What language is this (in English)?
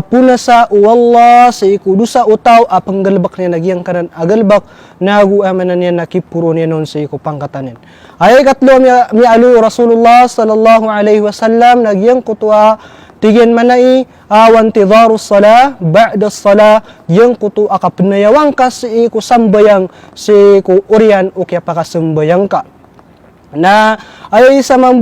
Maranao